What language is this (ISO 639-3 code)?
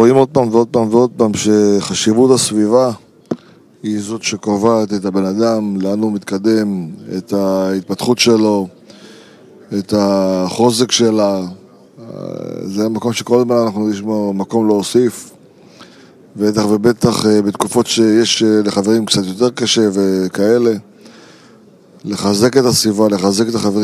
heb